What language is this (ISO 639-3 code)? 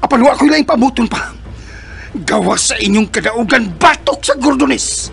ceb